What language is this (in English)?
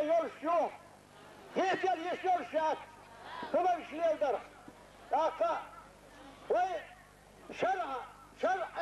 Chechen